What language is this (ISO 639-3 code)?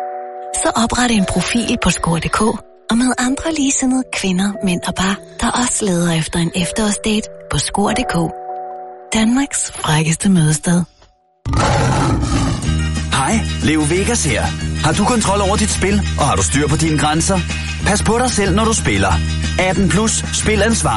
dan